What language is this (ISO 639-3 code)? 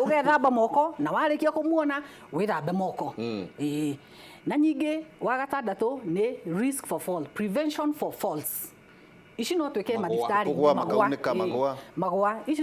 kik